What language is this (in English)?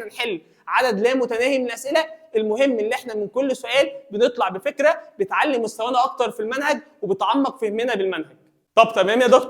Egyptian Arabic